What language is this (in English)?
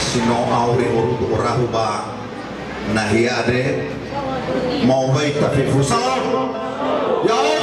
Nias